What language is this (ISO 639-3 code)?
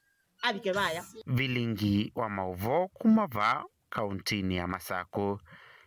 kam